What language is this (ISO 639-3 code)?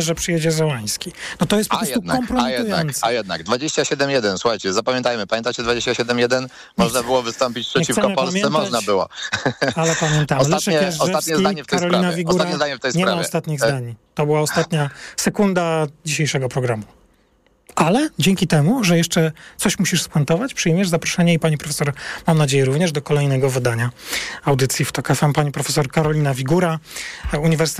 pol